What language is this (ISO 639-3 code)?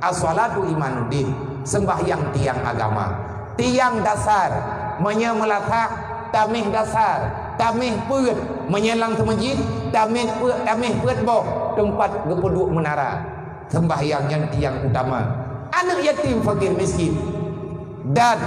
ace